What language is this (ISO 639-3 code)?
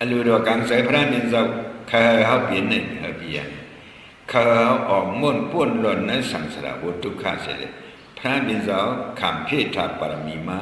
shn